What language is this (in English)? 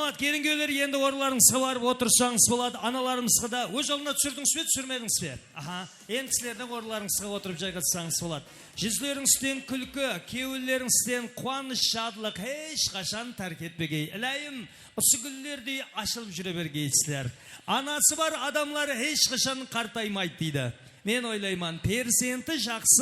Kara-Kalpak